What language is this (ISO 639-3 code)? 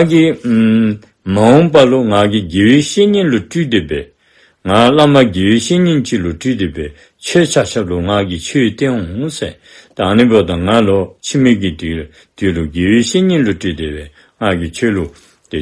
dzo